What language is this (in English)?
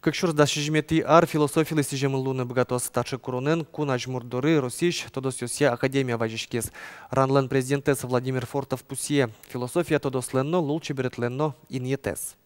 Udmurt